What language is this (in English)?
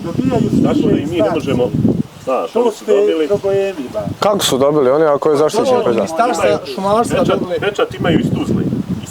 Bosnian